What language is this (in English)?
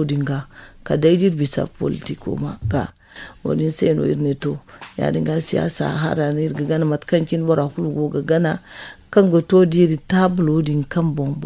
Zarma